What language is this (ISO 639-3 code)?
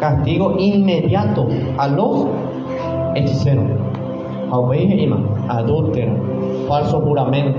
grn